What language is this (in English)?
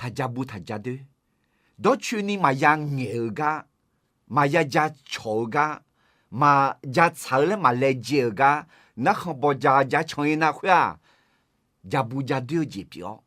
Akha